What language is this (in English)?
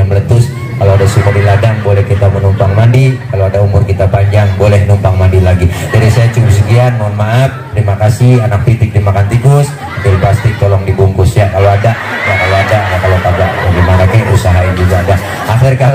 Betawi